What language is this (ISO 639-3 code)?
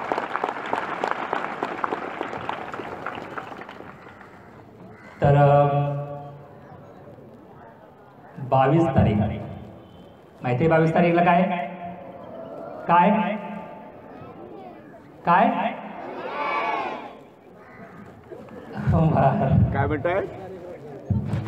mar